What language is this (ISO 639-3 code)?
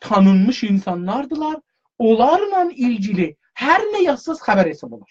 azb